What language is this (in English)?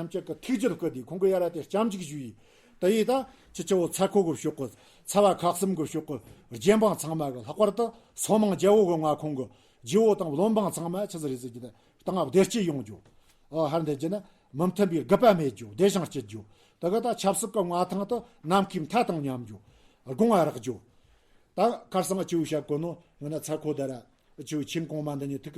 Tibetan